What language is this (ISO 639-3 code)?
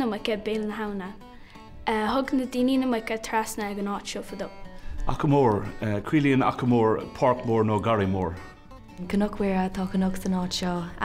gle